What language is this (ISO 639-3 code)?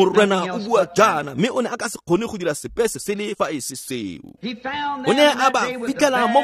tsn